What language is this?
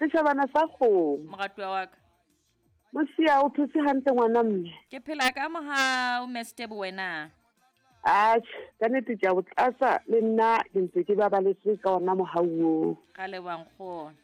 Southern Sotho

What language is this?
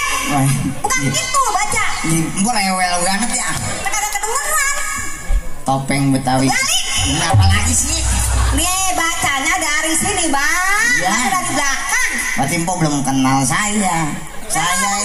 Betawi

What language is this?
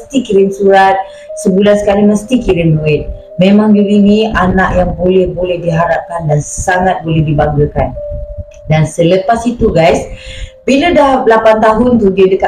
Malay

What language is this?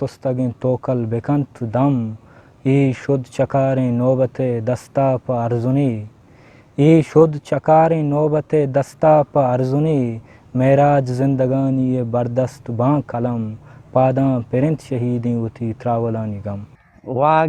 Eastern Balochi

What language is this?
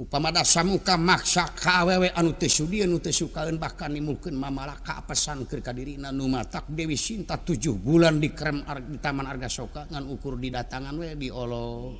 Sundanese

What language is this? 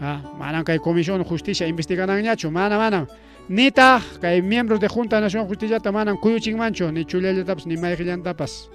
Ayacucho Quechua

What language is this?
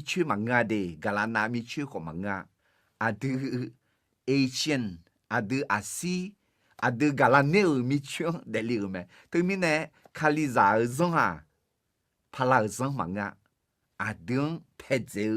Akha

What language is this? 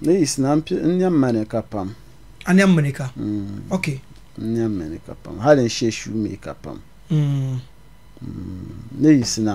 Dagbani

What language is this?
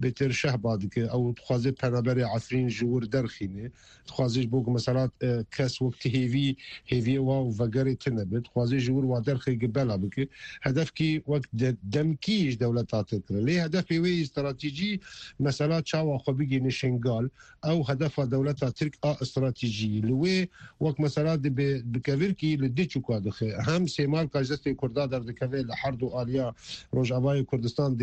Kurdish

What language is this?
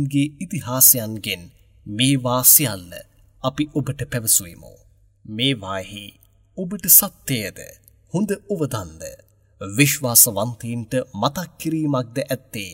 Sinhala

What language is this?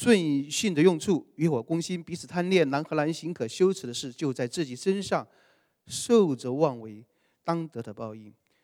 Chinese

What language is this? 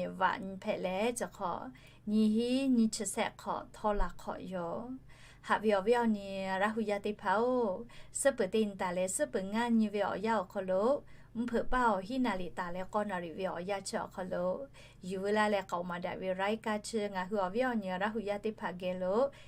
Lahu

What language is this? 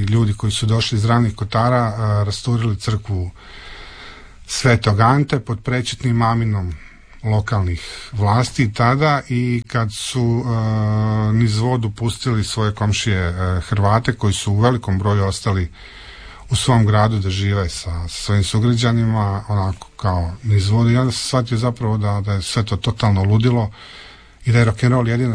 Croatian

